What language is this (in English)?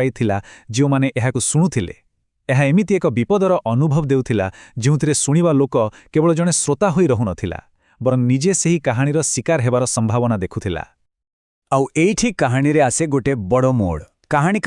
Odia